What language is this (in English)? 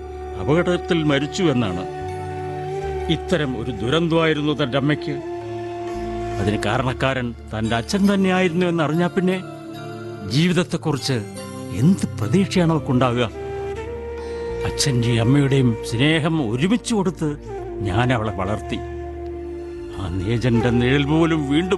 Malayalam